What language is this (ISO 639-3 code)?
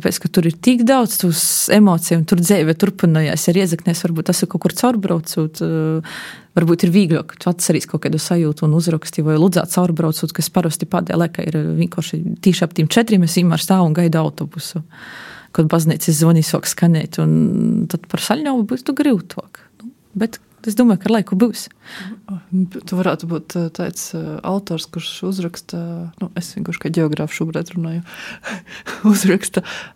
lav